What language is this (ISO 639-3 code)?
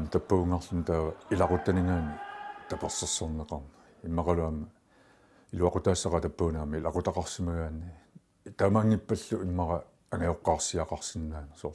kal